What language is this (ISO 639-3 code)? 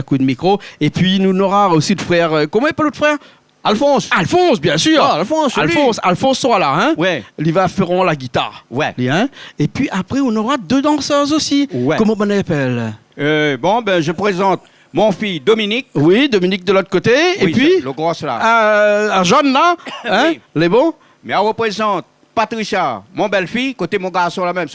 rcf